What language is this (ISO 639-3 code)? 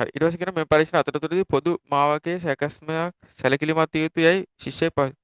sin